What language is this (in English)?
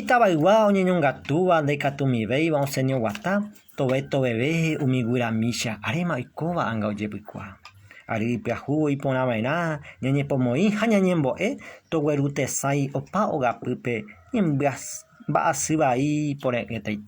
Guarani